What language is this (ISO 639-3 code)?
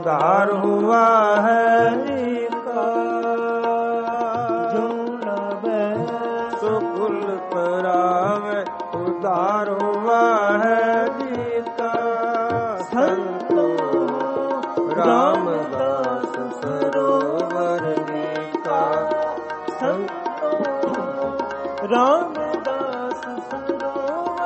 pan